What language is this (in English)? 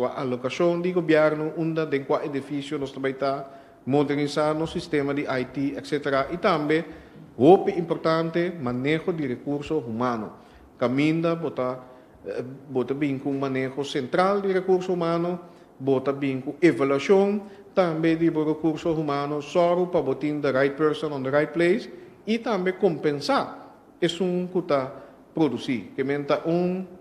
Papiamento